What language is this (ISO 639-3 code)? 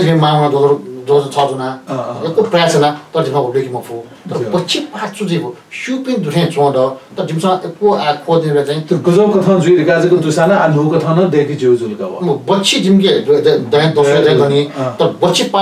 new